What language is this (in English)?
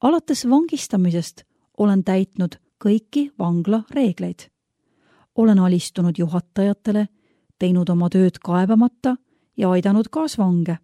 Estonian